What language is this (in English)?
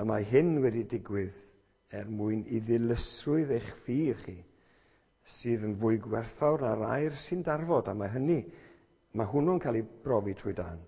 Welsh